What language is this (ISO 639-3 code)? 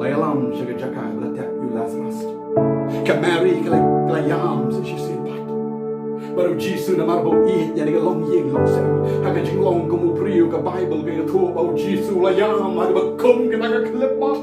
kha